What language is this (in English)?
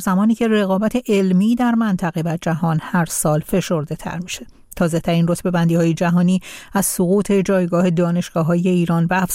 Persian